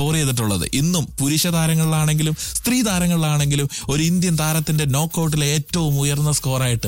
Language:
Malayalam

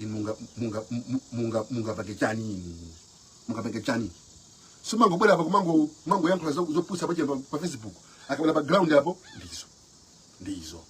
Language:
Nyanja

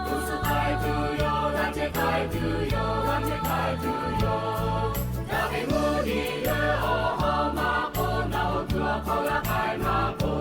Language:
Lahu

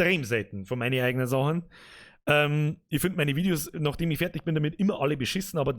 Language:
Bavarian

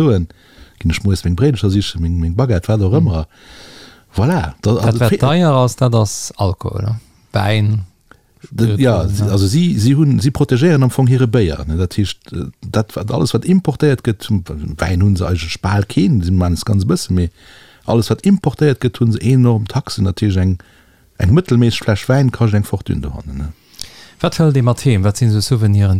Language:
Luxembourgish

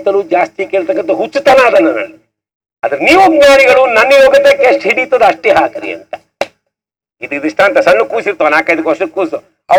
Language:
Kannada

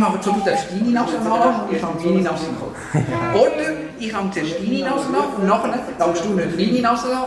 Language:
Swiss German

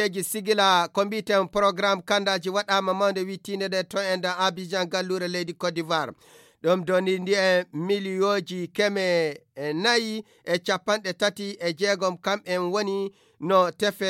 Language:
Fula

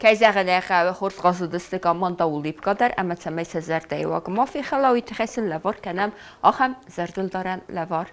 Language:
Ossetic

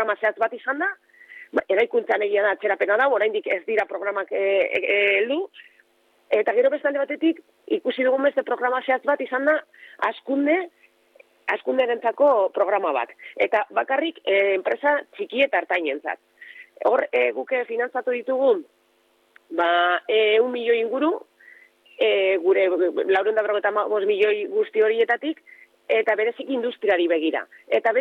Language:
Basque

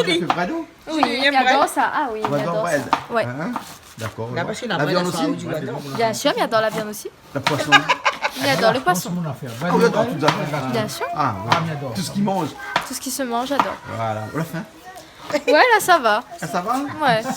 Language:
Réunion Creole French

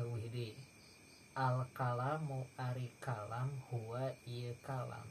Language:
Sundanese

